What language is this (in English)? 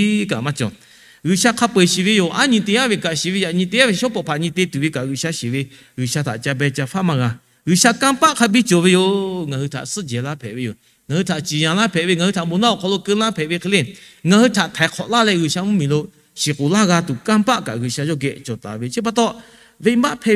Lahu